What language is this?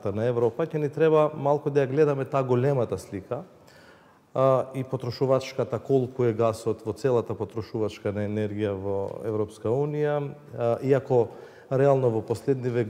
Macedonian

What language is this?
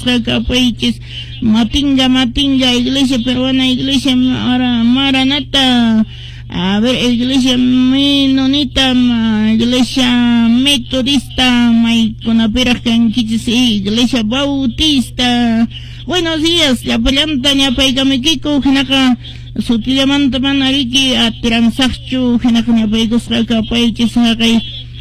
Quechua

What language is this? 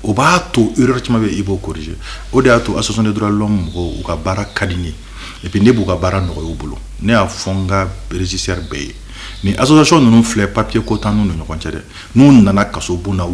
Bambara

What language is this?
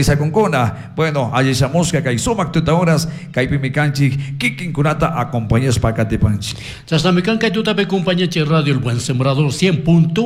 Chimborazo Highland Quichua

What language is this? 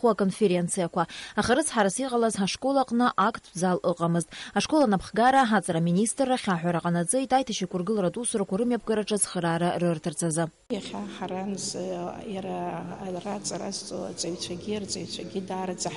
Abkhazian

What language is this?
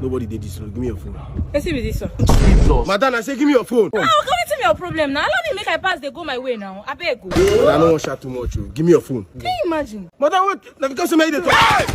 Nigerian Pidgin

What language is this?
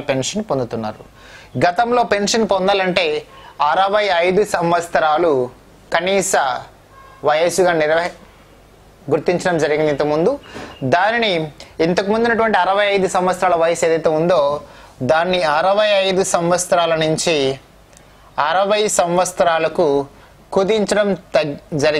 Telugu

